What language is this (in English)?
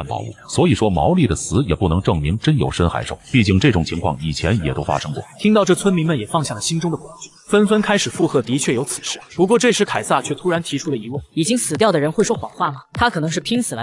Chinese